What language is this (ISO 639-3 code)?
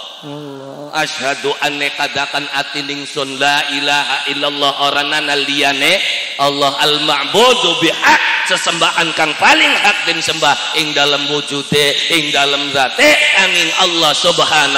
jav